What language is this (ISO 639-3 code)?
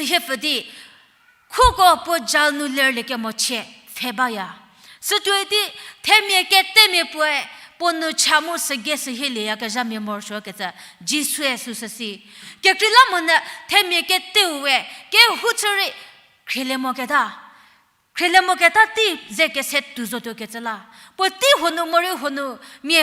njm